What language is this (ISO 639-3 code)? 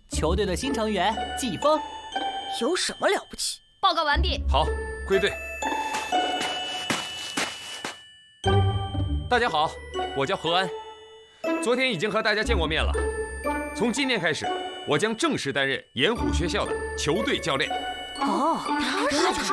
zho